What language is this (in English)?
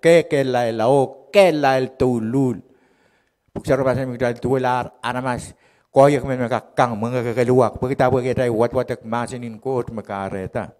Pohnpeian